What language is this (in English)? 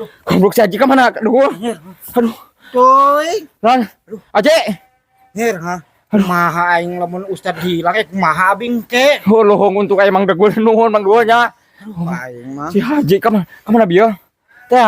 Sundanese